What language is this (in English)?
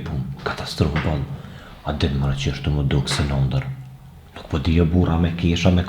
Albanian